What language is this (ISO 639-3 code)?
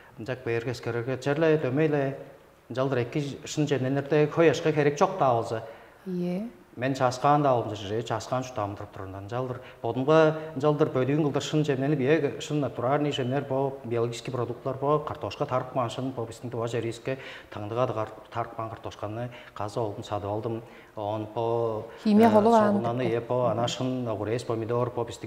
tyv